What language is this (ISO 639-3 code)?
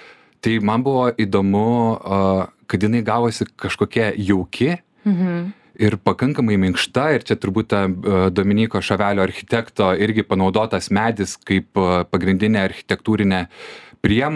lit